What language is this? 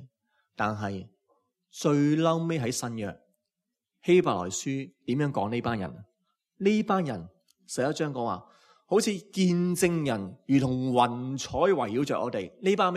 Cantonese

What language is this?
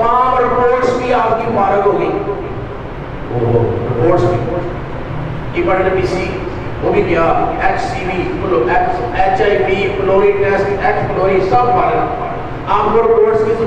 Urdu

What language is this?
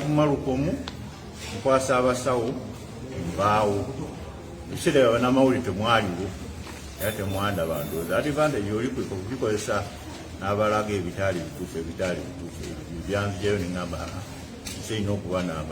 Ganda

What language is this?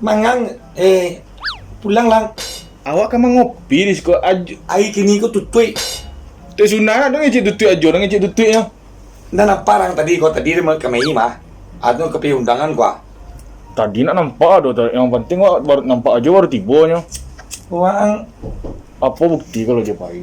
Minangkabau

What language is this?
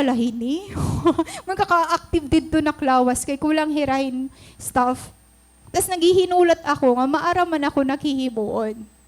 Waray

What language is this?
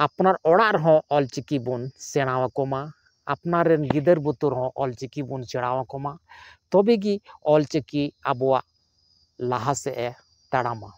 Santali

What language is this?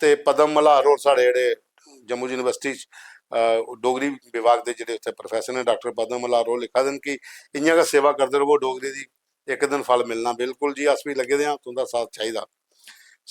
Dogri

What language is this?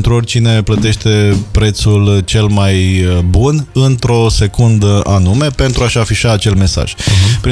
Romanian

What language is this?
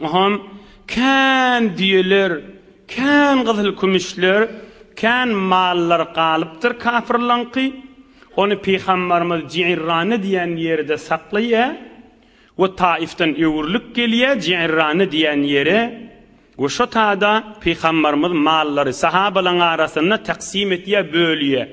Turkmen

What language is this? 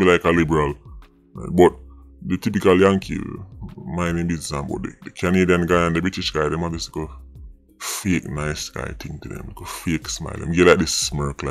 Jamaican Creole English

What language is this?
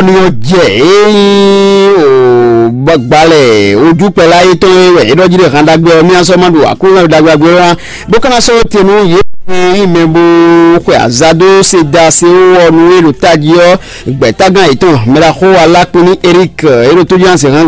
Fon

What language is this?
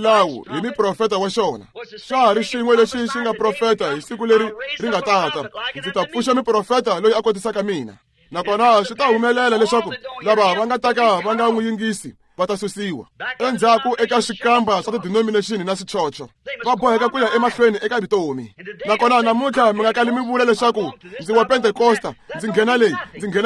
Tsonga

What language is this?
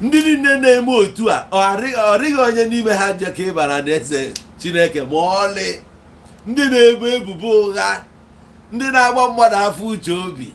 Igbo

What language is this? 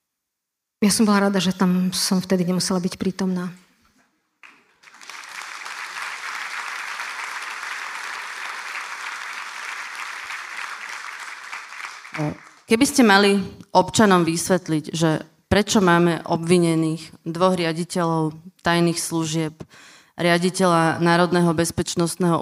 Slovak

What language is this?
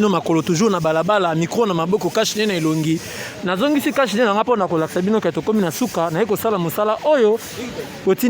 Lingala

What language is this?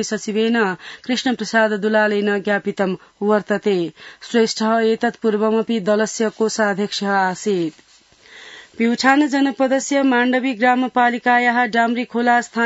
Sanskrit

